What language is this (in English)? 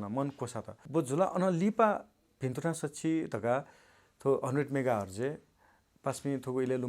Newari